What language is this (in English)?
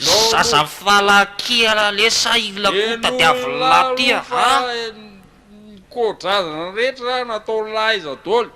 Malagasy